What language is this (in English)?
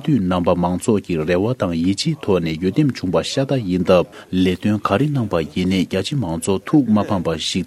Tibetan